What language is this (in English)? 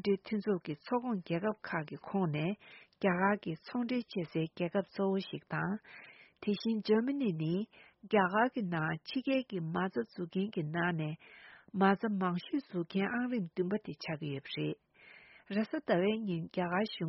Tibetan